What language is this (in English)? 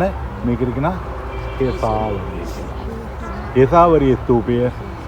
Sinhala